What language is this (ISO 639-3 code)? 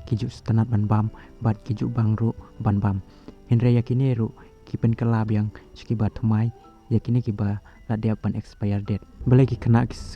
kha